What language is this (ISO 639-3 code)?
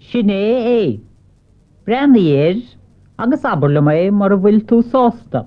gle